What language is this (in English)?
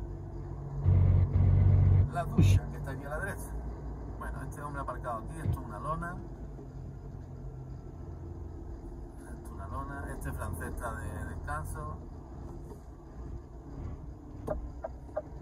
Spanish